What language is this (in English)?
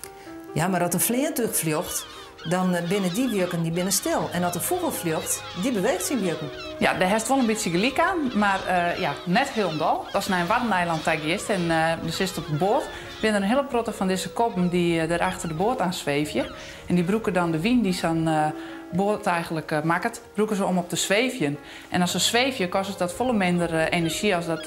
Western Frisian